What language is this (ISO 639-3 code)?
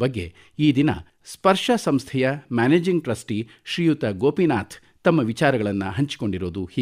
kan